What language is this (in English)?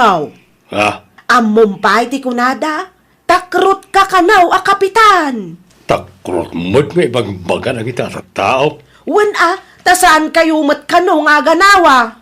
Iloko